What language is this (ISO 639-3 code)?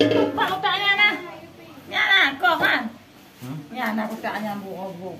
ace